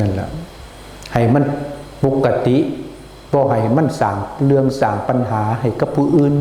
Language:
Northeastern Thai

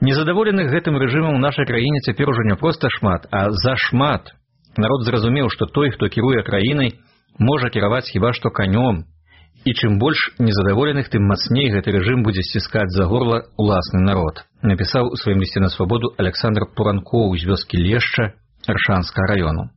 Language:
Belarusian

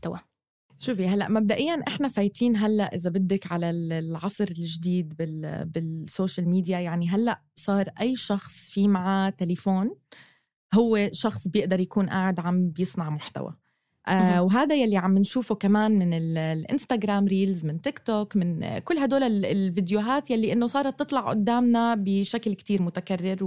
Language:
North Levantine Arabic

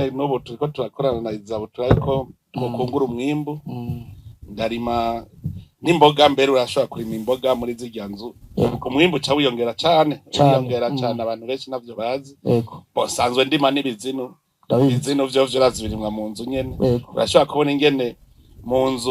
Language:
Rundi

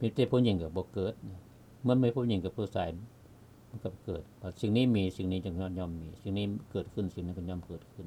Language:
Lao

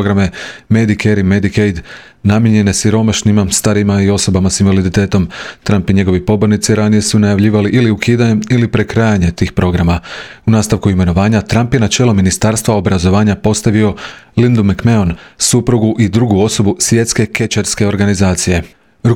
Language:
Croatian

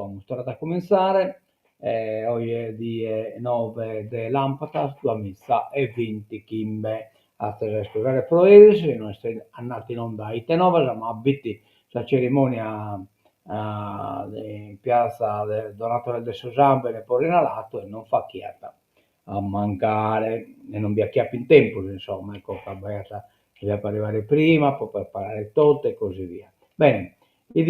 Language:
Sardinian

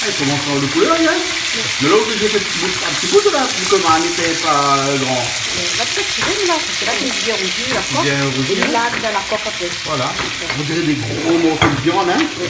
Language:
Réunion Creole French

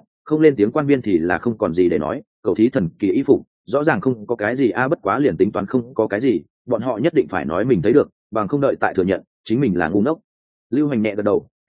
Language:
Vietnamese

